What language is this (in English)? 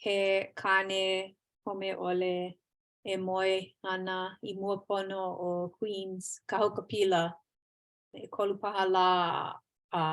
Hawaiian